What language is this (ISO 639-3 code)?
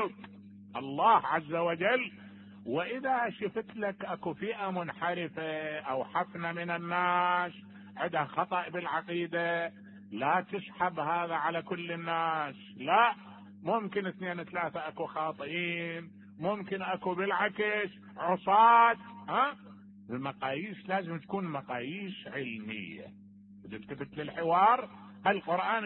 acm